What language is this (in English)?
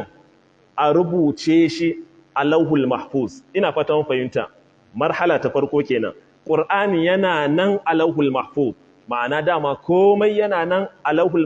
Hausa